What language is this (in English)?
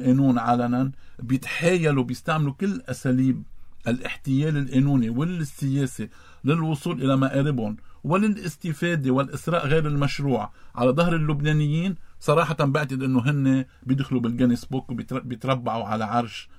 North Levantine Arabic